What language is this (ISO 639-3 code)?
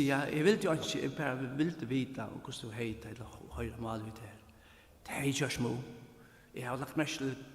fao